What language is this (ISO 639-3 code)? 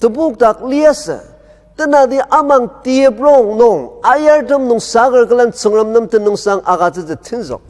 njo